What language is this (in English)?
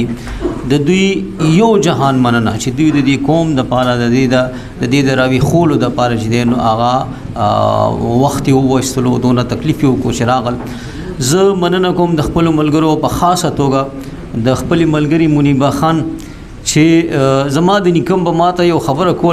Pashto